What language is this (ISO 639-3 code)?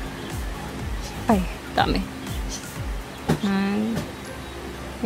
fil